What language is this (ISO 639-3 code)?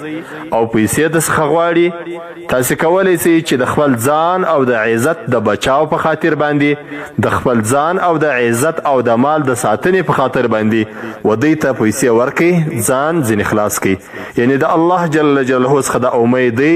pus